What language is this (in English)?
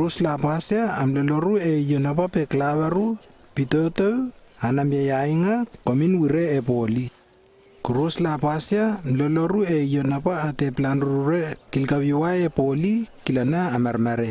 Lewo